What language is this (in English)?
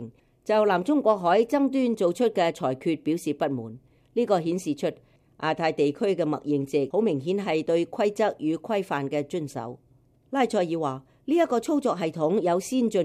Cantonese